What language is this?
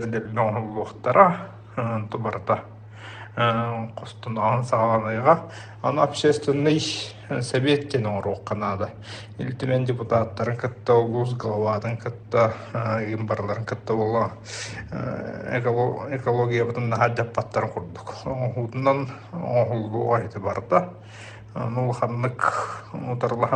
Yakut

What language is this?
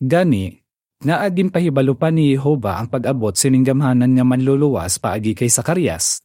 Hiligaynon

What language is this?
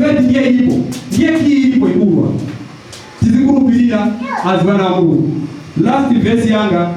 Nyanja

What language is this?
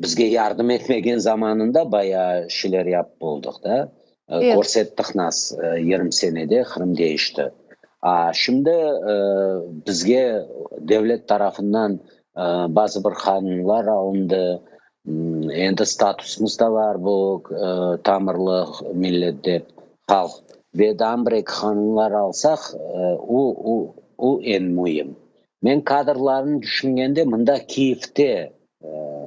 Crimean Tatar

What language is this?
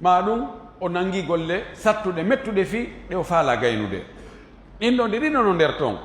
Fula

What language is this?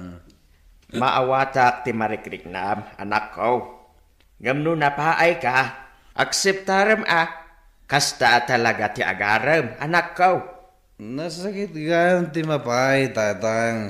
Iloko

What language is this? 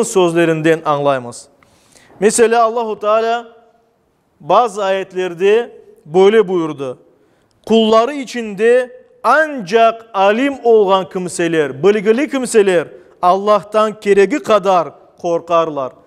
Crimean Tatar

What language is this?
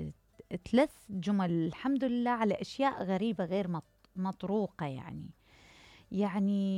Mesopotamian Arabic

